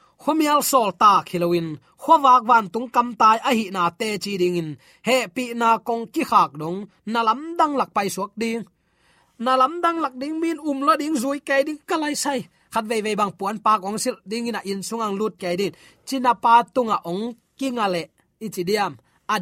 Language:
Tedim Chin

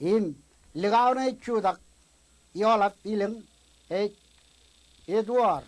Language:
Marshallese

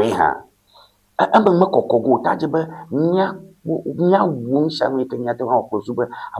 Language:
Ewe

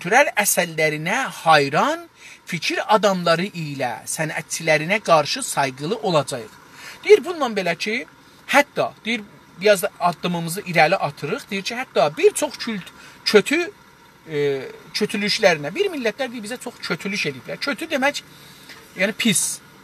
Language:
South Azerbaijani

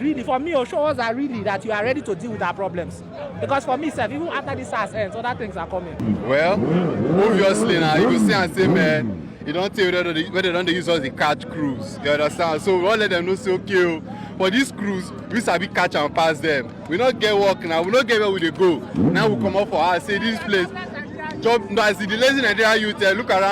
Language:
Nigerian Pidgin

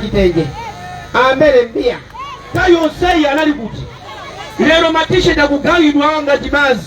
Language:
Nyanja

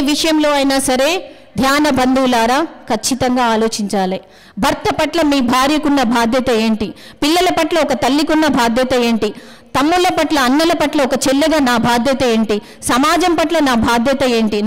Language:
Telugu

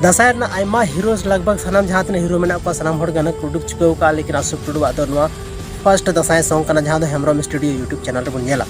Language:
Santali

